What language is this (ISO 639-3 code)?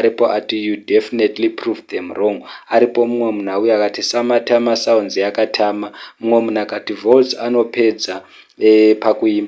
sna